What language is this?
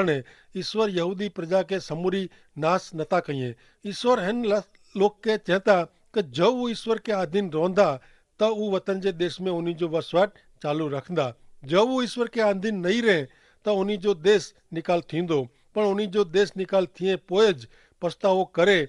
Kachhi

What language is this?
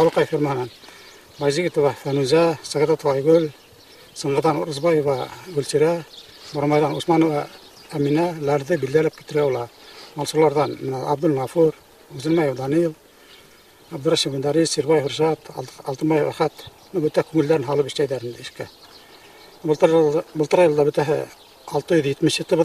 Bashkir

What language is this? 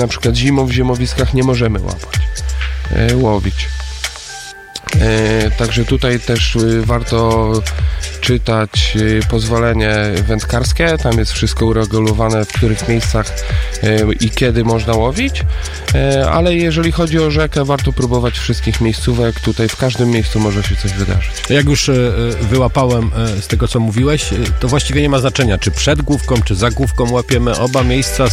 Polish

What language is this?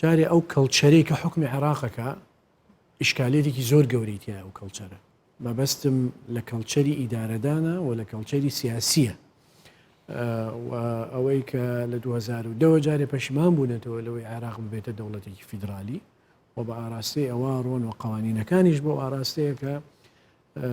Central Kurdish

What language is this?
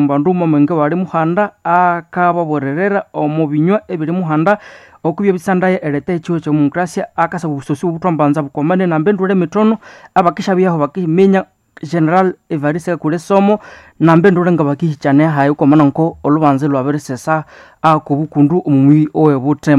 Nande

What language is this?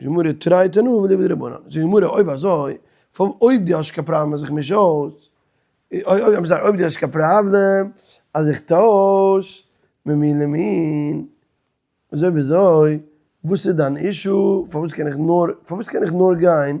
Yiddish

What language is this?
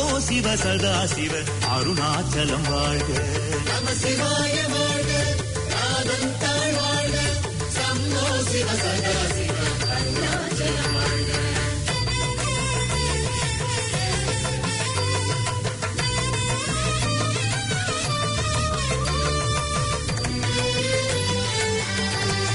Tamil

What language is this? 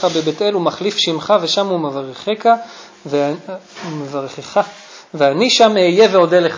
Hebrew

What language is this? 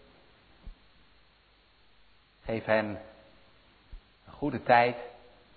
Dutch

